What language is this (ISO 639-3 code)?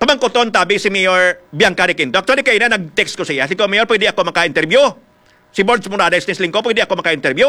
hil